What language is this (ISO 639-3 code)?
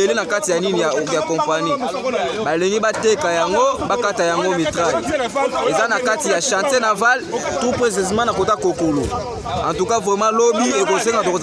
lin